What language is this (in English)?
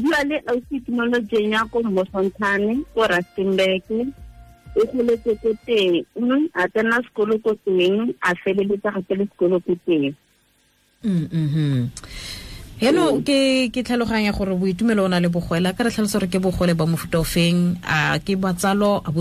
Tswana